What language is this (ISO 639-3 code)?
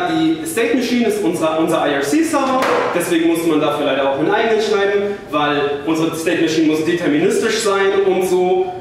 deu